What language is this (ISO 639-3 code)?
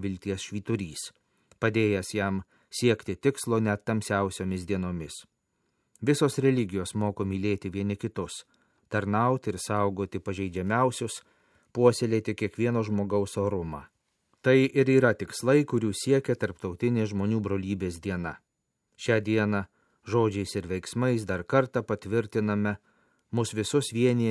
lit